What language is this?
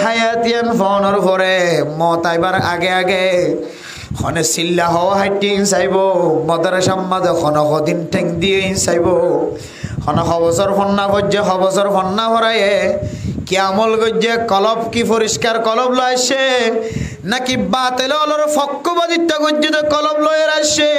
Rohingya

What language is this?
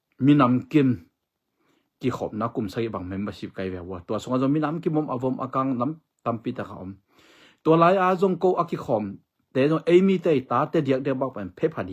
Tedim Chin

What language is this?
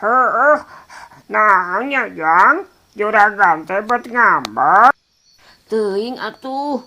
Sundanese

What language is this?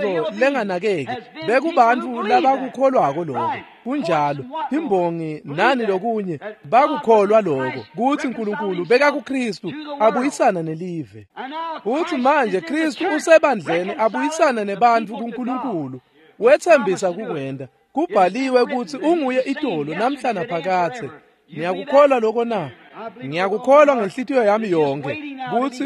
Swati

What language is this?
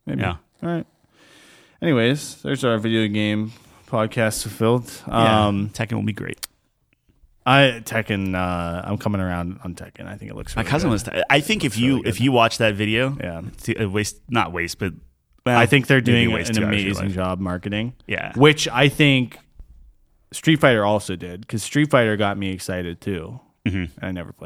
English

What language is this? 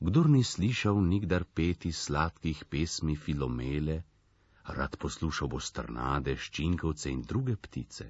Slovenian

